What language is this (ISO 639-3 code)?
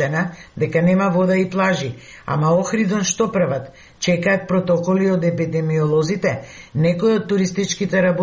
mkd